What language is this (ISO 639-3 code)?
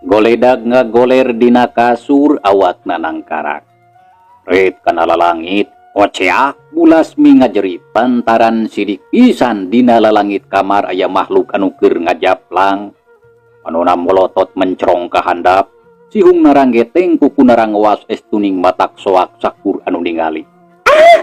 sun